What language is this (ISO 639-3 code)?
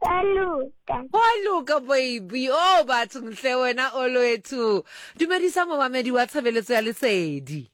sot